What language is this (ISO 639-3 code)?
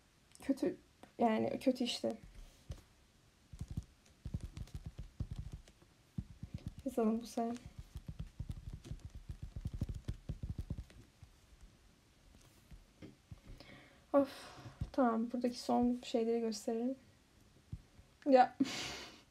tur